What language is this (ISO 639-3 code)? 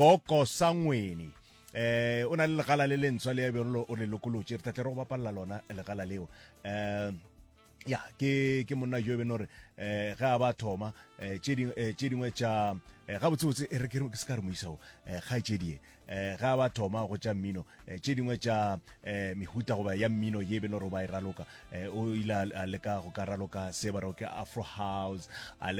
nso